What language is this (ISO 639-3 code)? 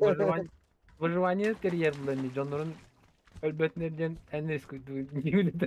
sah